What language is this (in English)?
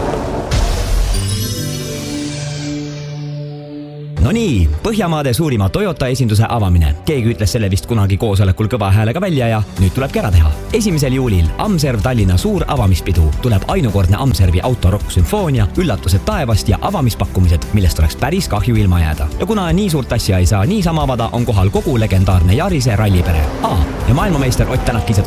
Estonian